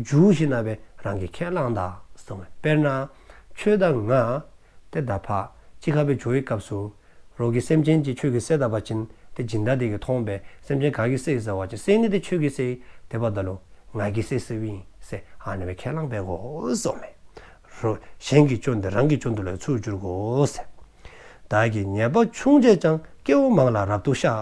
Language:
Dzongkha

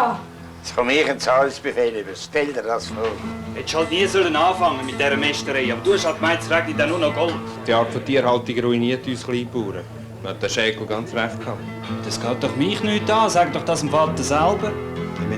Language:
Swiss German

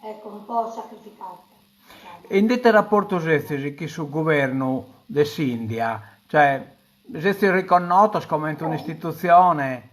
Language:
Sardinian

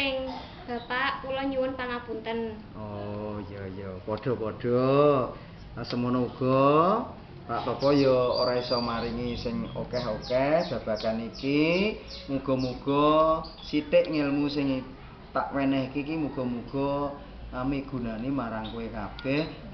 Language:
Javanese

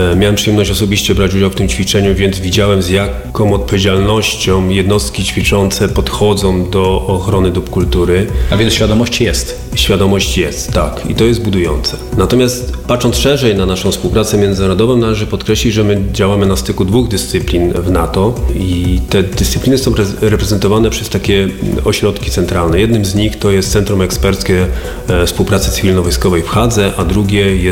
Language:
Polish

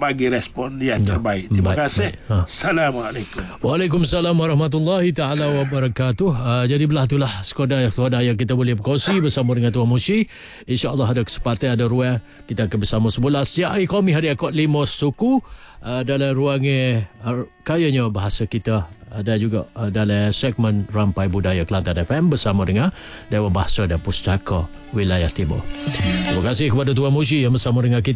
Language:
Malay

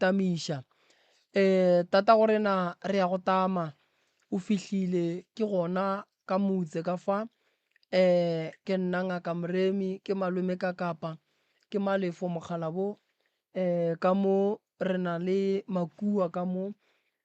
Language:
Northern Sotho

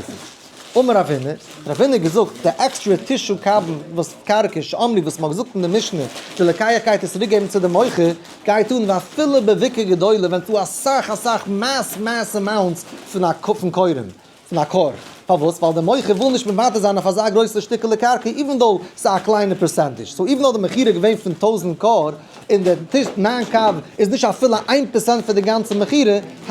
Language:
Yiddish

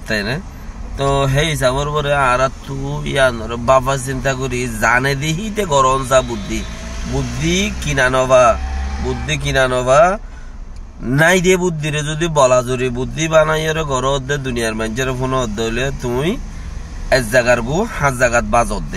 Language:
Rohingya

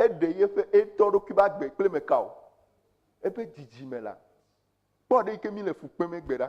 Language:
Ewe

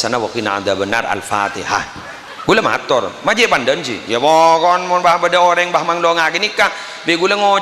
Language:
Madurese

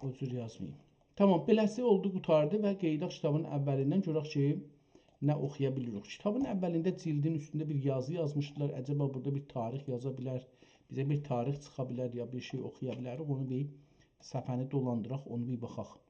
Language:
South Azerbaijani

